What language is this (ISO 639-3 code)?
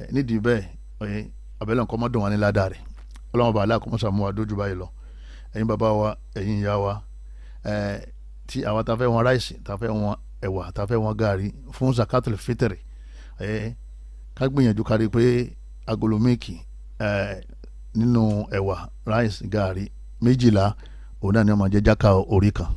yor